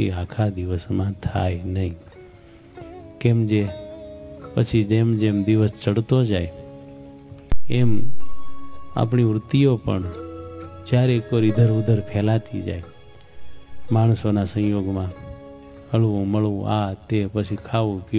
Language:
Gujarati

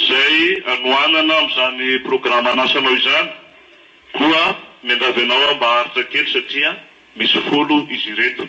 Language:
Malagasy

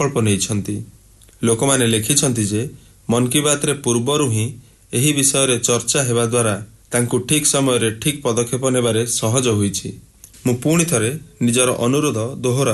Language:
Odia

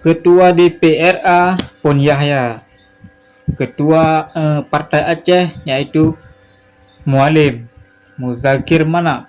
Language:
Achinese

